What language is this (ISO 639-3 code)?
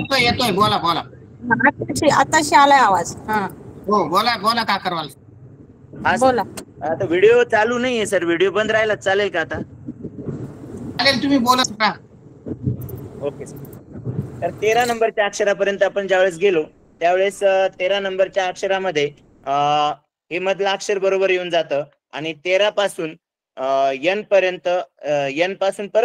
mar